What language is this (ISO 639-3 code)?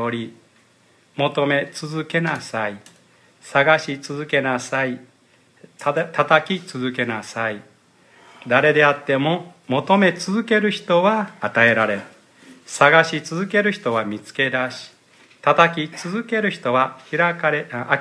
jpn